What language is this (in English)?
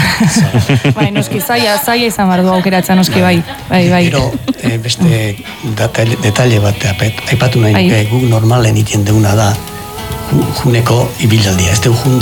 Basque